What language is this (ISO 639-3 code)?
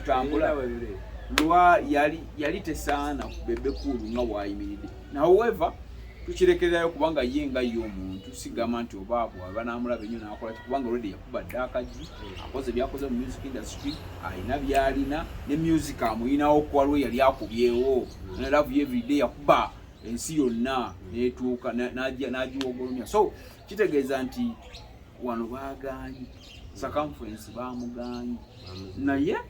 lug